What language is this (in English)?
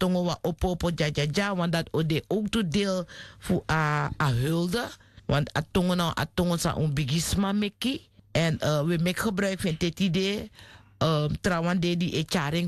Sranan Tongo